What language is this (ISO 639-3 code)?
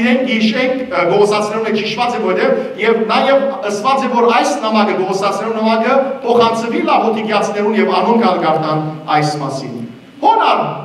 hyw